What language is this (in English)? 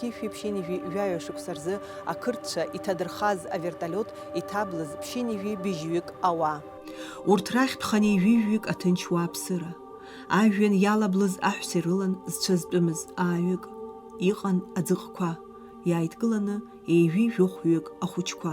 Abkhazian